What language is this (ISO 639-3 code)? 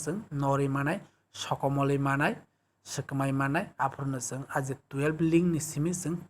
trp